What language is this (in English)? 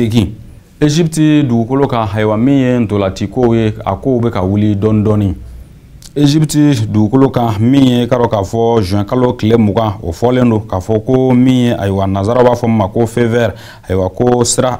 Bambara